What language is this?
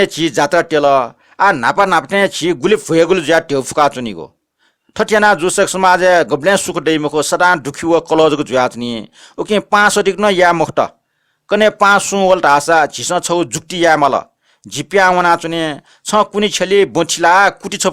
Newari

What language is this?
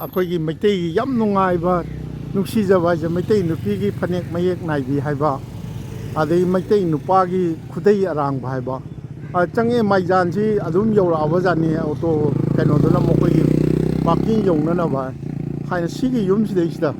Manipuri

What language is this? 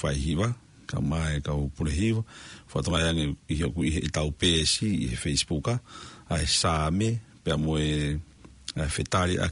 Tongan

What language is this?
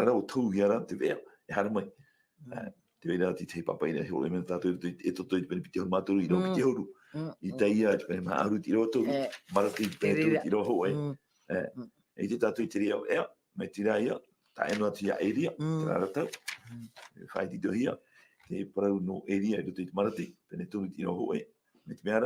Tahitian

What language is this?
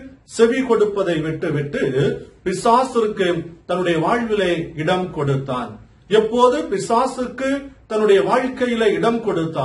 Tamil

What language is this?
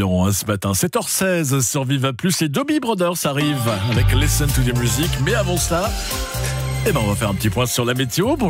French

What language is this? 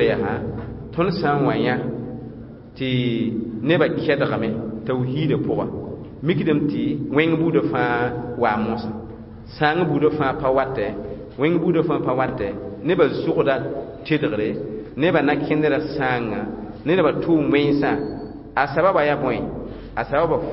Mossi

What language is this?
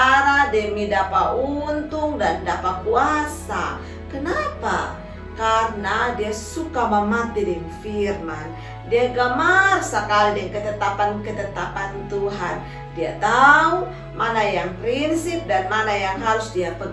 Kupang Malay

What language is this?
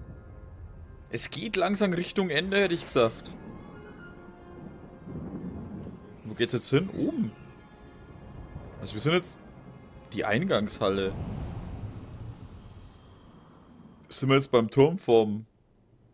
German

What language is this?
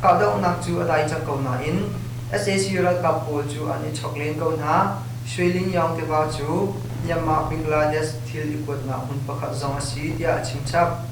Hakha Chin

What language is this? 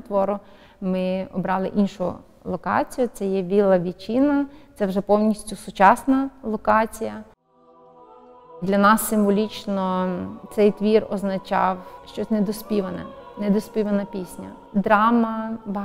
Ukrainian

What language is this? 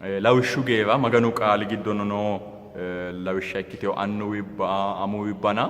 Sidamo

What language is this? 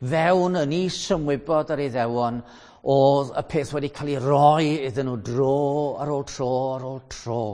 Welsh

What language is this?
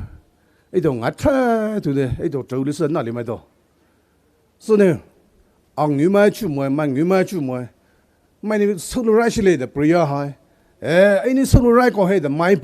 Poumei Naga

